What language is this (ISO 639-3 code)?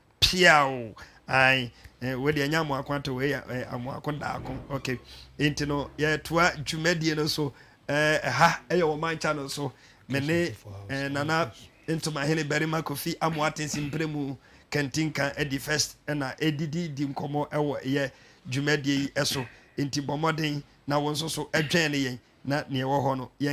aka